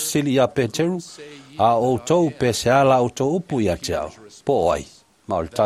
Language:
Samoan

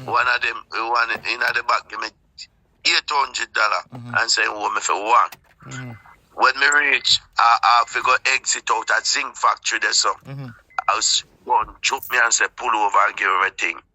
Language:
Jamaican Creole English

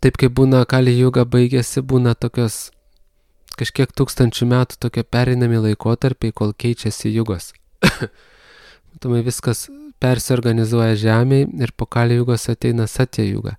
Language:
Lithuanian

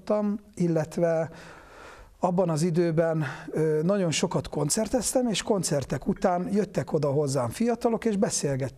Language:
Hungarian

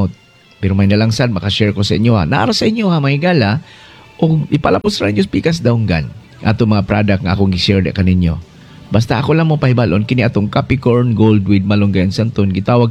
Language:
Cebuano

